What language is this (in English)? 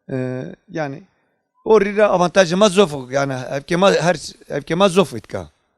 Zaza